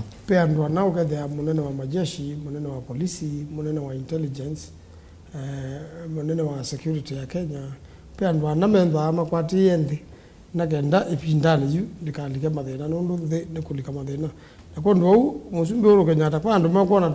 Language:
Kamba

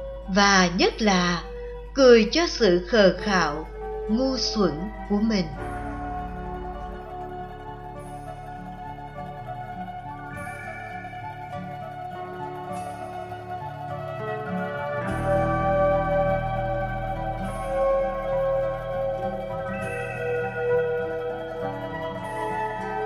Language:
Vietnamese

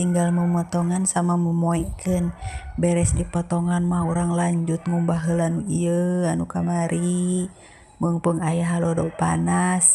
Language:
Sundanese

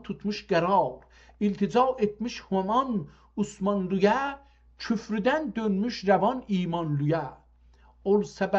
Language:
South Azerbaijani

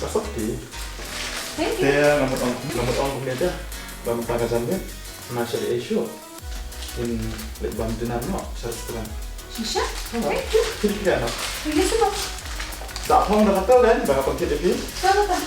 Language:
Khasi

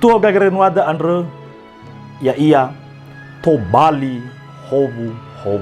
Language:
Nias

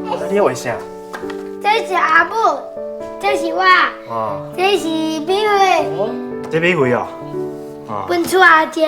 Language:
Min Nan Chinese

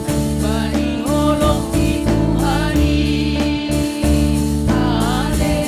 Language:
Batak Simalungun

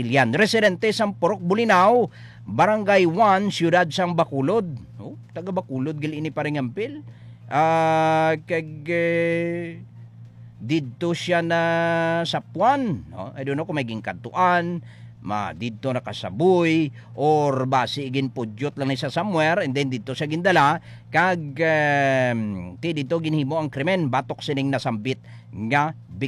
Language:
Hiligaynon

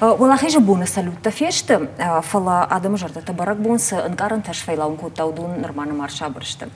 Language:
Ossetic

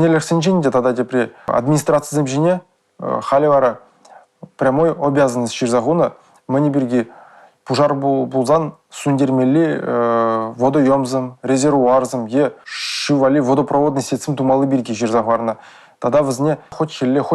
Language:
Chuvash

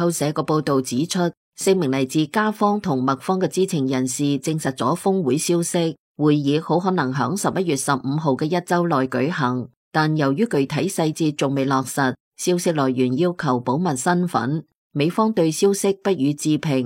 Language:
Cantonese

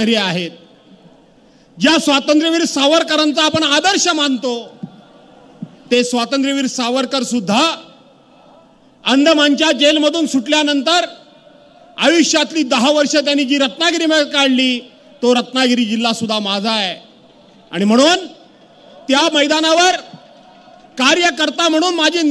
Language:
Marathi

